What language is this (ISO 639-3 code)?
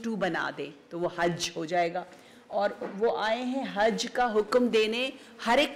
urd